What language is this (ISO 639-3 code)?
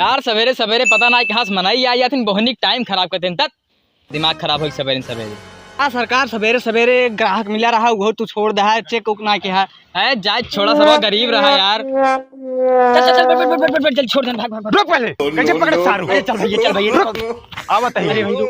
awa